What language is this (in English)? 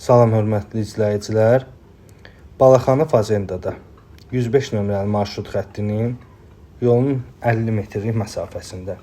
Azerbaijani